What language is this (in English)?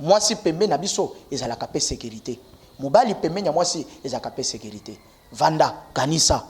Lingala